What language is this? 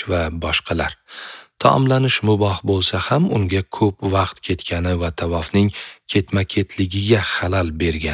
Uzbek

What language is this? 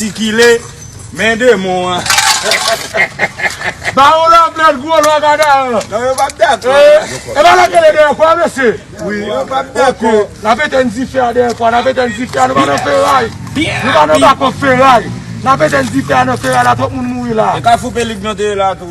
Haitian Creole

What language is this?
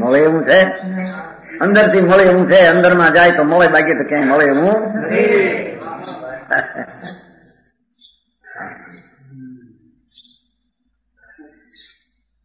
Gujarati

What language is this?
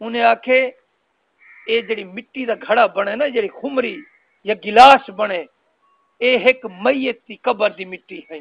Saraiki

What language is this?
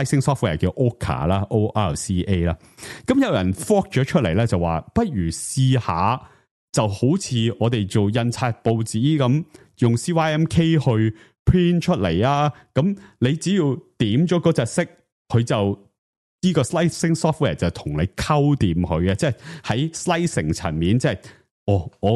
Cantonese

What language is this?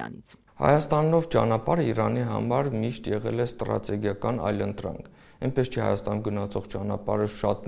Armenian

